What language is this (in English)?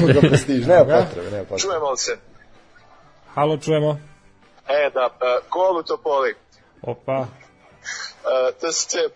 Serbian